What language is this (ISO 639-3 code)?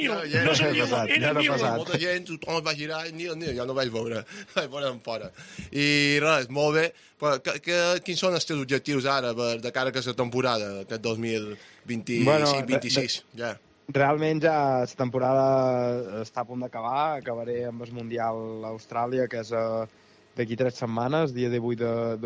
cat